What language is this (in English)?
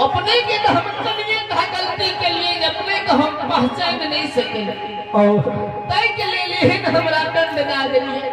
Maithili